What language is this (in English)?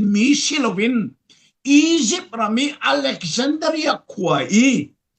Hakha Chin